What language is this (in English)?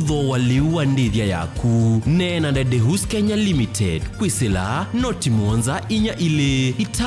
Kamba